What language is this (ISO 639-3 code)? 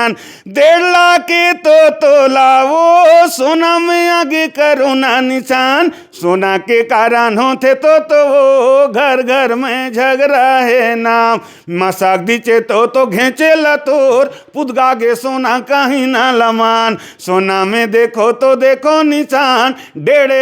hne